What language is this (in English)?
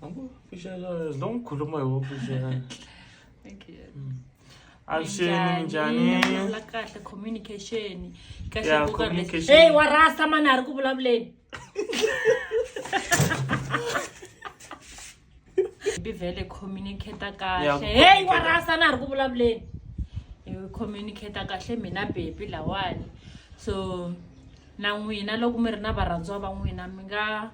Tsonga